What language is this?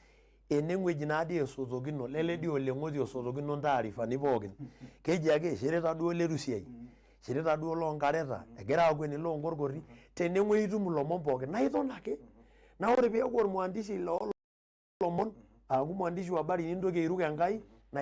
Masai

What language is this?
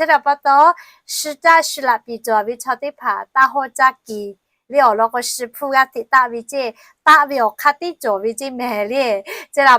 Lahu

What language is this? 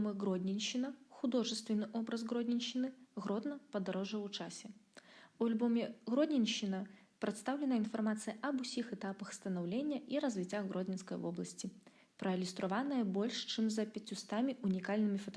Belarusian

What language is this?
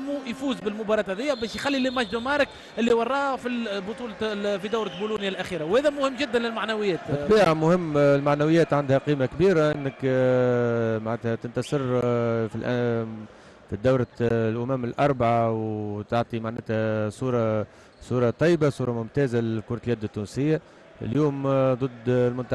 Tunisian Arabic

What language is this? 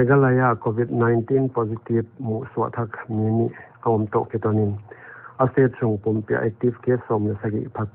Paite Chin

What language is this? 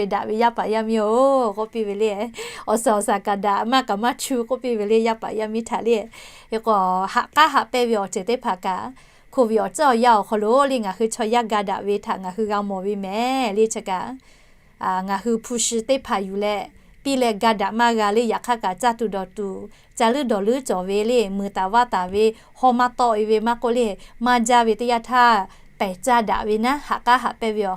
Lahu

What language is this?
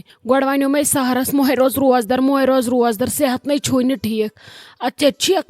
Kashmiri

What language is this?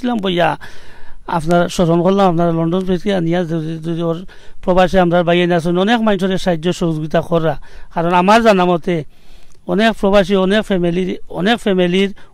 Sylheti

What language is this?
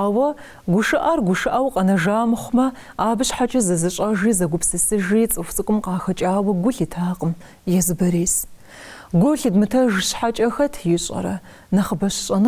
Kabardian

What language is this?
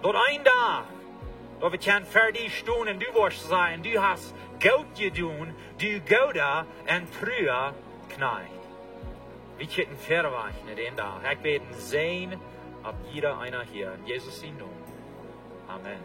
Plautdietsch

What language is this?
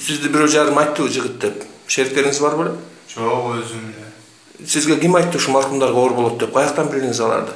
Kyrgyz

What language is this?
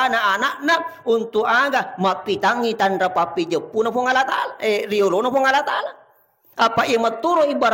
Buginese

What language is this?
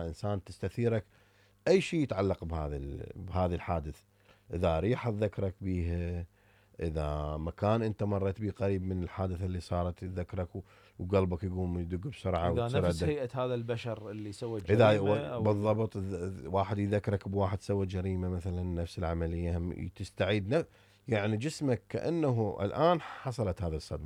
Mesopotamian Arabic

